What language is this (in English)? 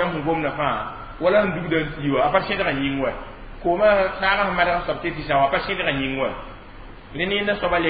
Mossi